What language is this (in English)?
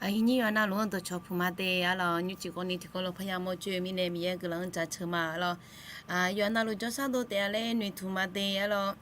Akha